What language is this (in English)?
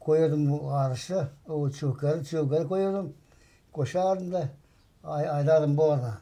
Gagauz